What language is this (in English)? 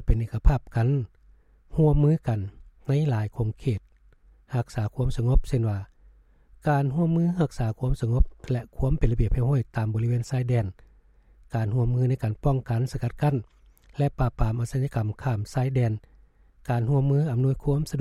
Lao